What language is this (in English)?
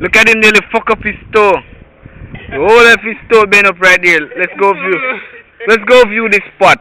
Jamaican Creole English